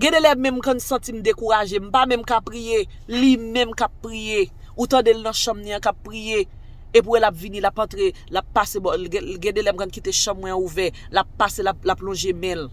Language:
Haitian Creole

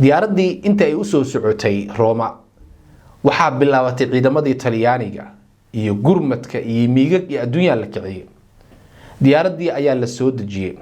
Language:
Somali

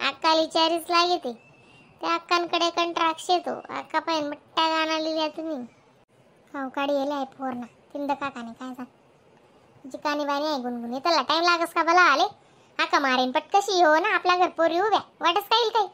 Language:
Khandesi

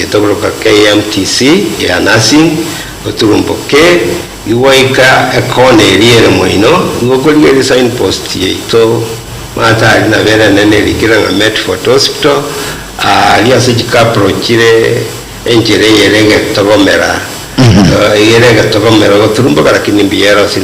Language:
Gusii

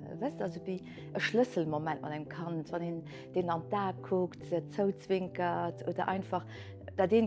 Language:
Luxembourgish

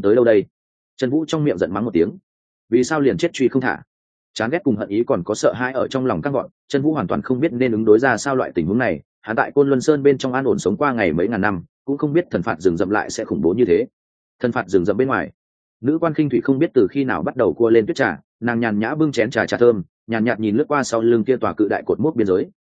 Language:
Vietnamese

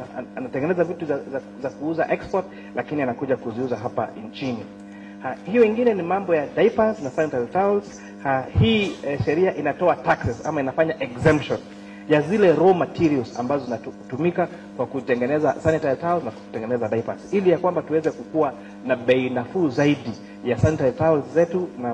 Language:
Swahili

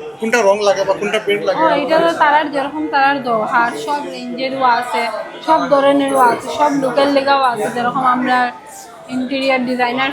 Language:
Sylheti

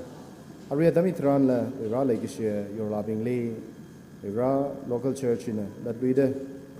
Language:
Tangkhul Naga (India)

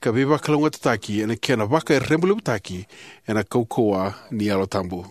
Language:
Fijian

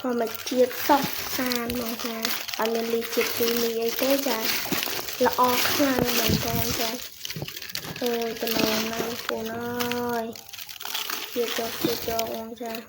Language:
Khmer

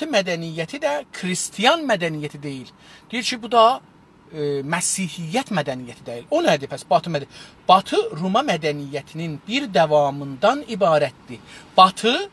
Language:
South Azerbaijani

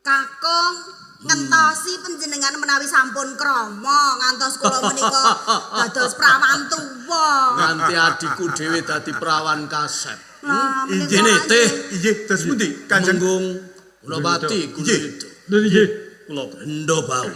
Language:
Javanese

